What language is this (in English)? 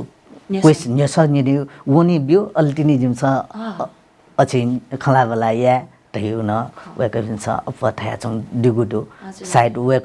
Newari